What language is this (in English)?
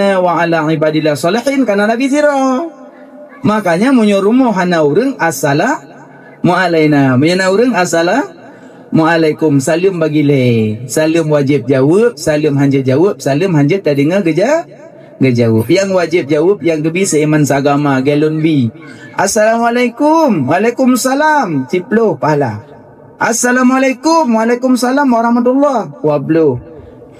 Achinese